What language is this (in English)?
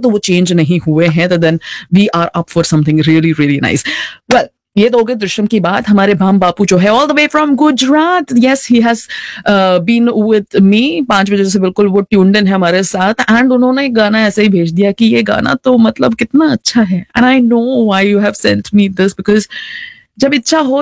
Hindi